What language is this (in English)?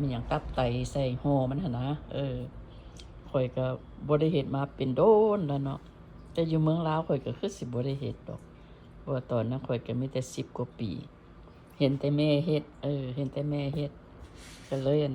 Lao